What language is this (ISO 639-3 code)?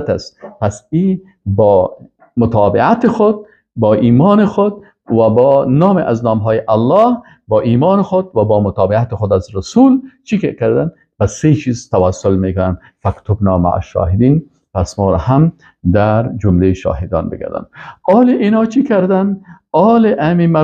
fas